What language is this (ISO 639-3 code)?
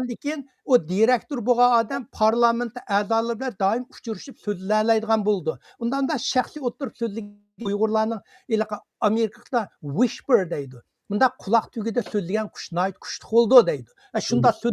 uig